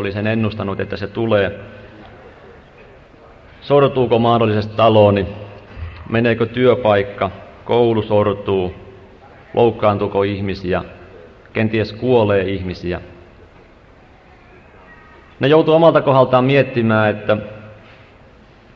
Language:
Finnish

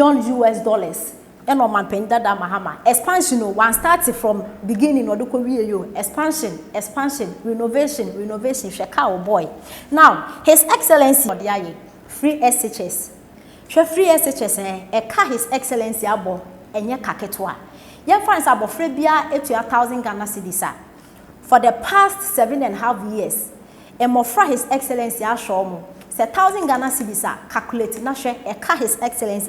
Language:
Akan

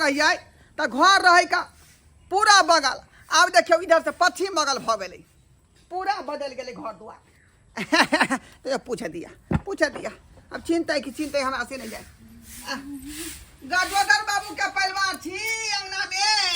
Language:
Maithili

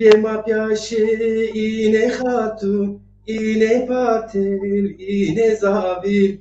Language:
Zaza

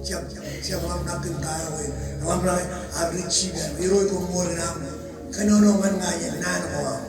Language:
Marshallese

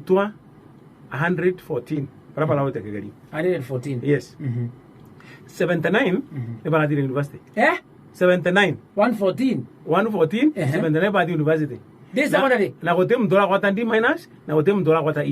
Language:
Meru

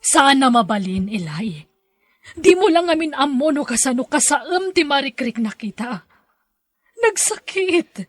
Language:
Iloko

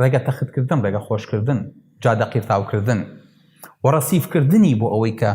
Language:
Central Kurdish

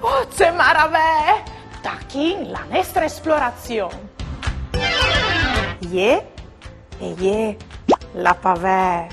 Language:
Friulian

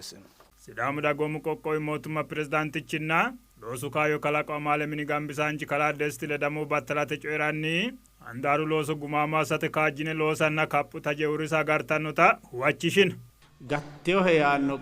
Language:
Sidamo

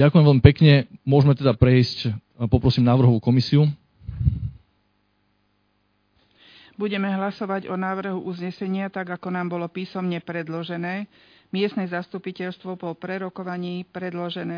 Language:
Slovak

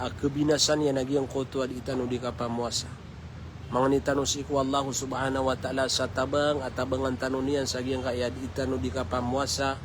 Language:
Maranao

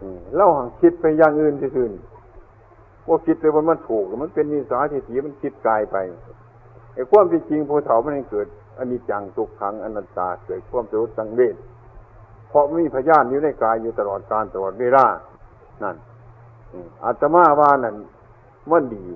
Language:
Northeastern Thai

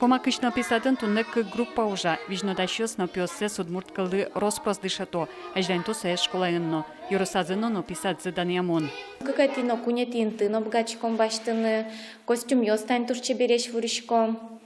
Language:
Udmurt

